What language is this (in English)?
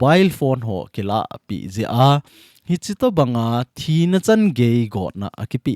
Thado Chin